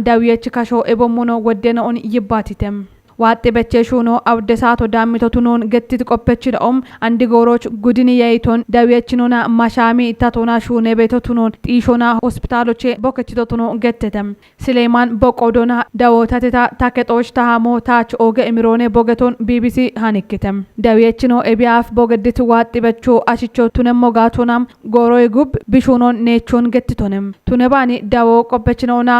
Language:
Kafa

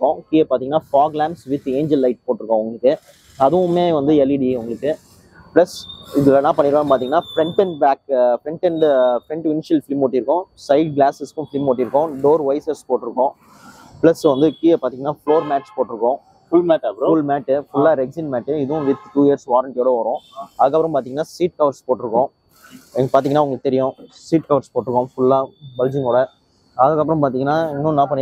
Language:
Tamil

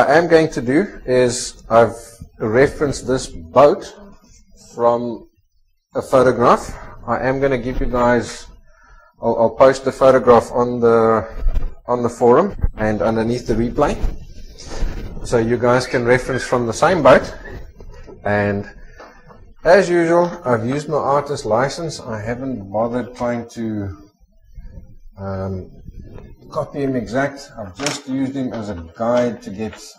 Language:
English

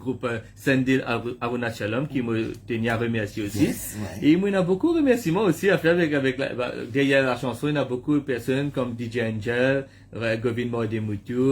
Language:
Morisyen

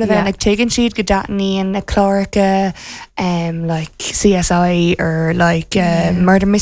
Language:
Irish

